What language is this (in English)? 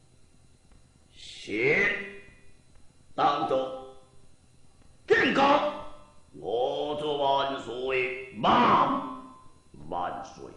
Min Nan Chinese